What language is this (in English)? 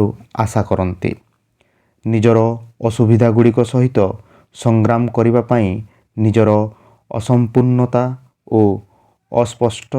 Odia